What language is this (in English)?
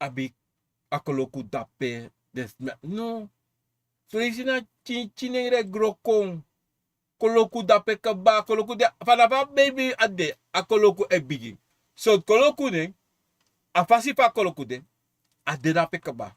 Sranan Tongo